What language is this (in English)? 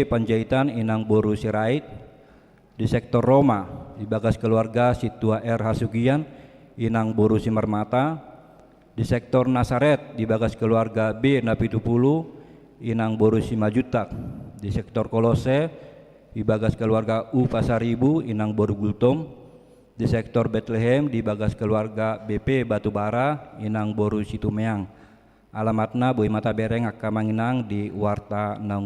Batak Toba